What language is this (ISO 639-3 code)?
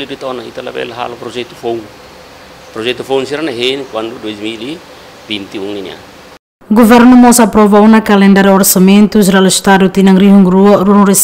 tet